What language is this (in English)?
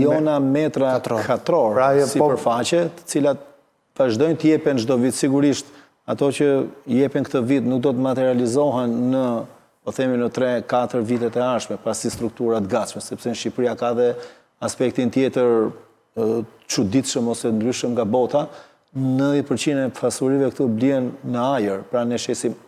Albanian